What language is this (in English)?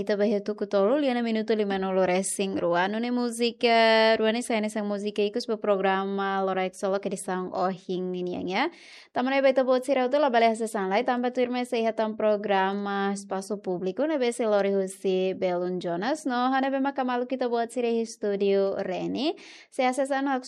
Tetum